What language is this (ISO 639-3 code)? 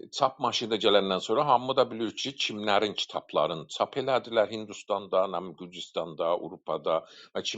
azb